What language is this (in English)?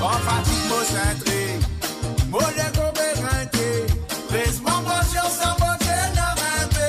Morisyen